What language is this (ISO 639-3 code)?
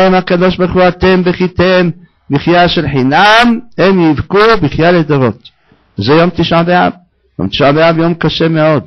heb